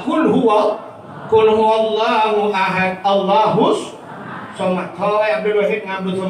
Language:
Achinese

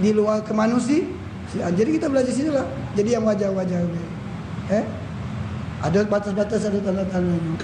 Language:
Musi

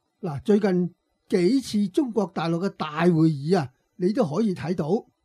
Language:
Cantonese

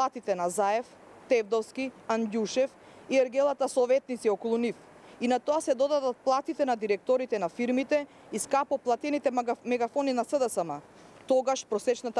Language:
Macedonian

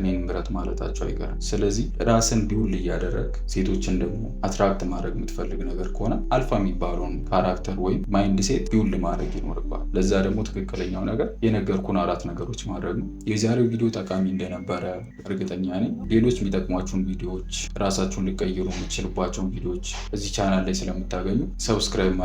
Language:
Amharic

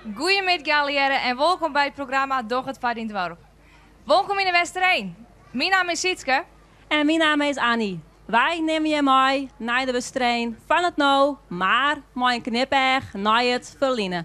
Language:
Western Frisian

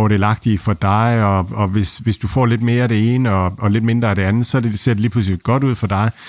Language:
Danish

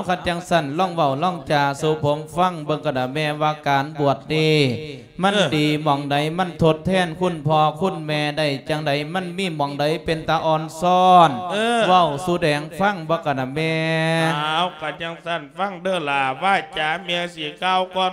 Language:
Lao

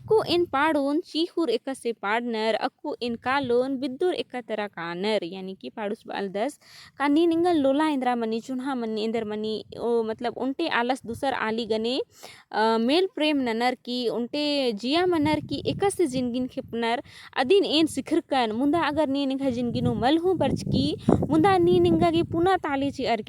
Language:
Kurukh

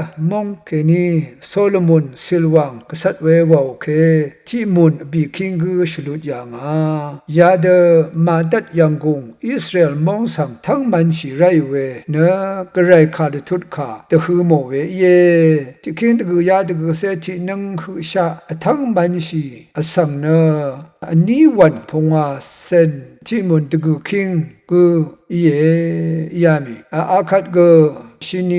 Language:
Rawang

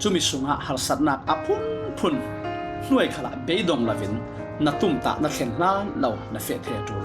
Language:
Falam Chin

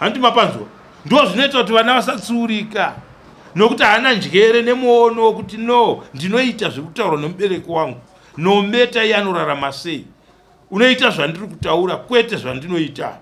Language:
Shona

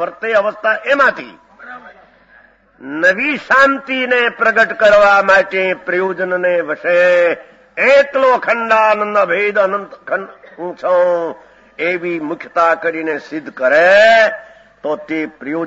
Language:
Gujarati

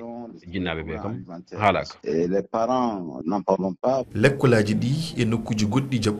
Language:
Fula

